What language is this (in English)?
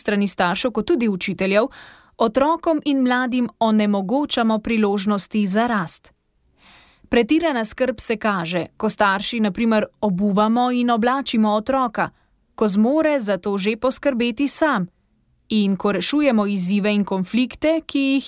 Slovenian